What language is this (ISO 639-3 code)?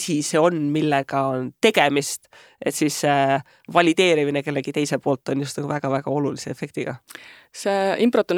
est